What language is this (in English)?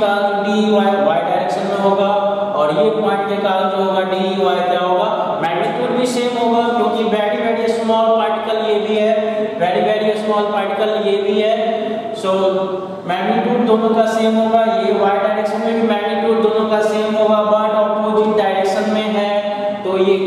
Hindi